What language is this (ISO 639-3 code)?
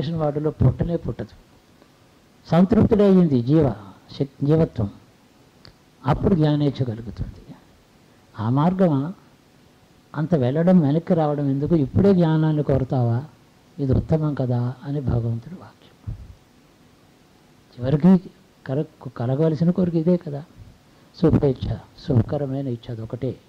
tel